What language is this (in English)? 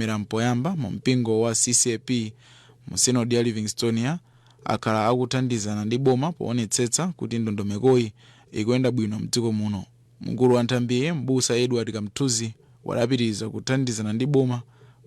Nyanja